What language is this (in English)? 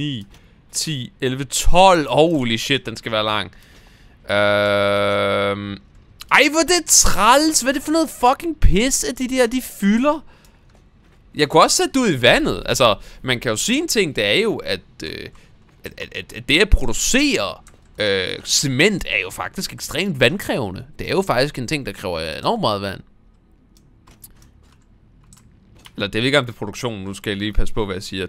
Danish